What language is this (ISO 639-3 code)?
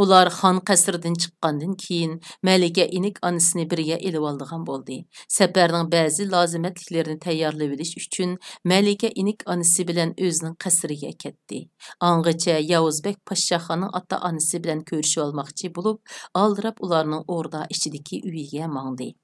uig